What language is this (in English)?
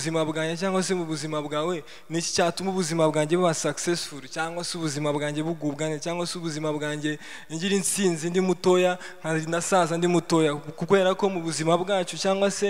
Kinyarwanda